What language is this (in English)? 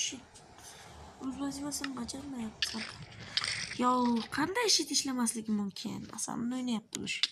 Uzbek